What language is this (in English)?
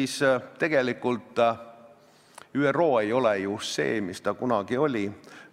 Estonian